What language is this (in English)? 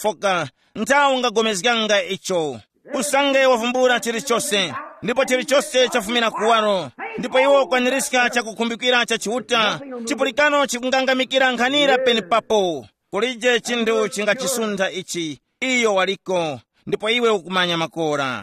Tumbuka